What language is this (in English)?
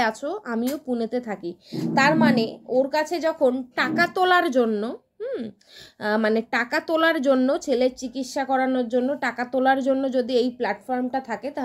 Bangla